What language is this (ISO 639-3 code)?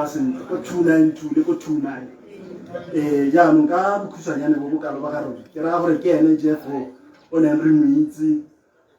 tsn